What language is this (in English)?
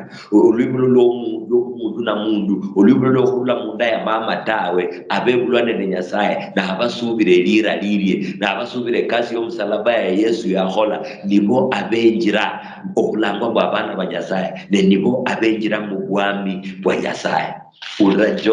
Luyia